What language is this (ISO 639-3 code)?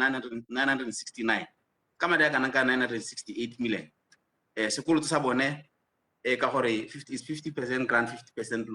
tsn